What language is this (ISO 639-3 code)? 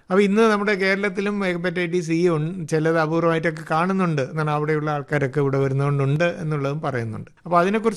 mal